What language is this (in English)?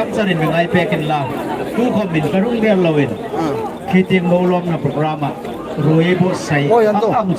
Hmar